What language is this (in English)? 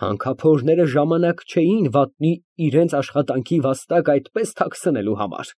Armenian